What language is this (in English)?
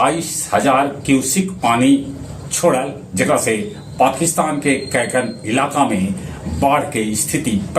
Magahi